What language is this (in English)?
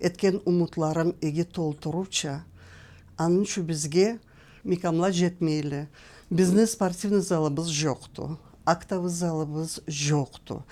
Karachay-Balkar